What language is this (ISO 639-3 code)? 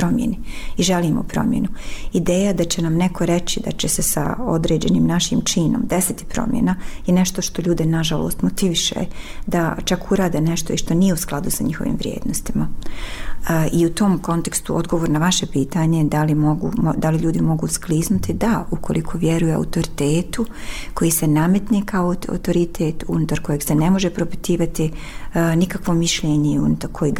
bos